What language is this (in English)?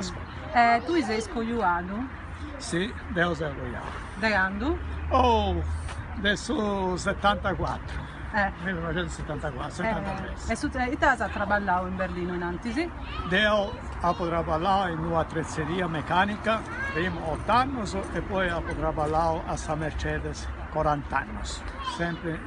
Sardinian